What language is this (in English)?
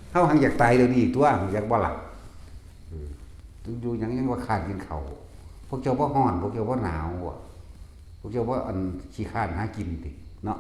Northeastern Thai